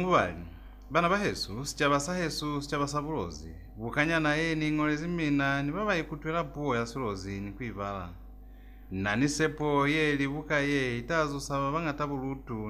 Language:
Lozi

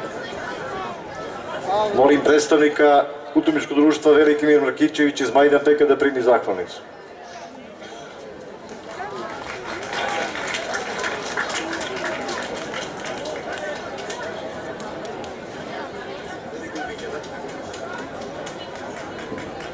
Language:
Serbian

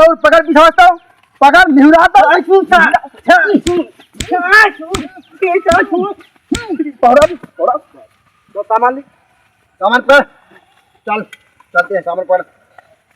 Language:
Awadhi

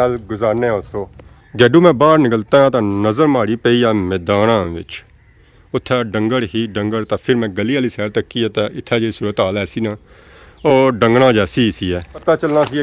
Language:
Pahari-Potwari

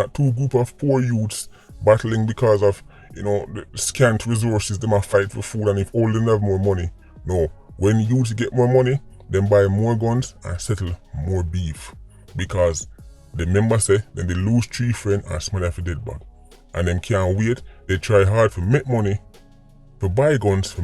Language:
Jamaican Creole English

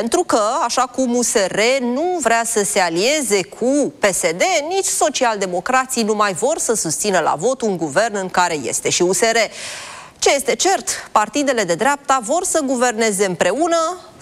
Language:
Romanian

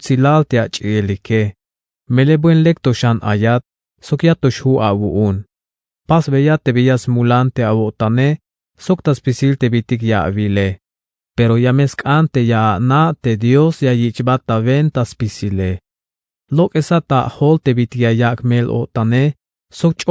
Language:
Tzeltal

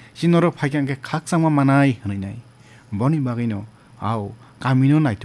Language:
Kok Borok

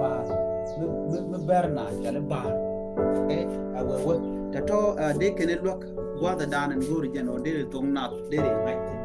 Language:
Nuer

